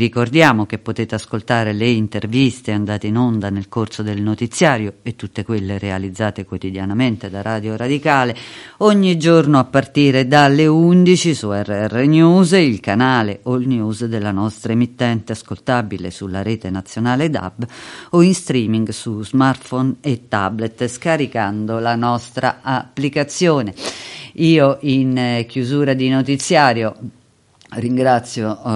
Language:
Italian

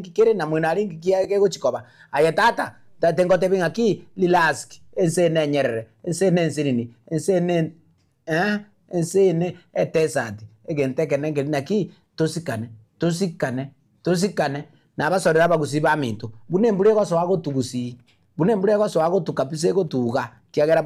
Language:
Gusii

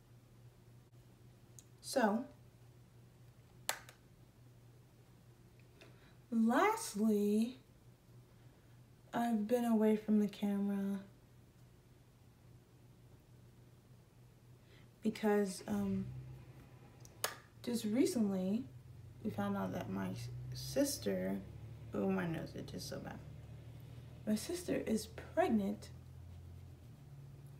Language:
English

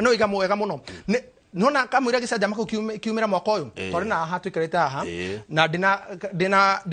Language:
Kikuyu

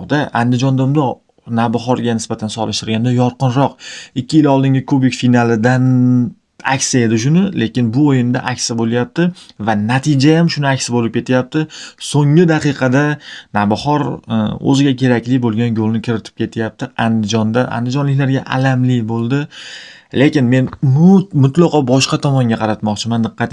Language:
Uzbek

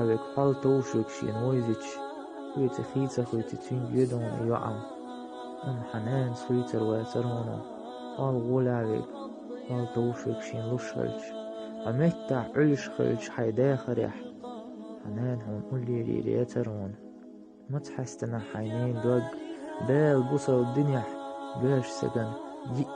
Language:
Chechen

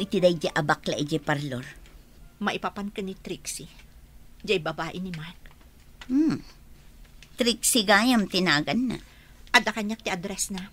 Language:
Iloko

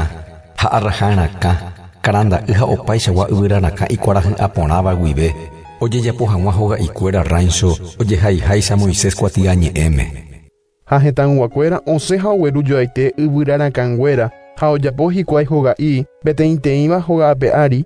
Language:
Guarani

